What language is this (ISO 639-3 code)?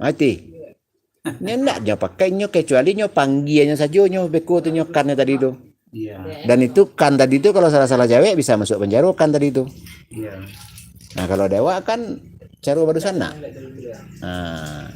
min